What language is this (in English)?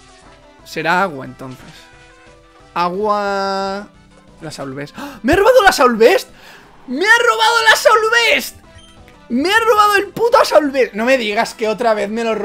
Spanish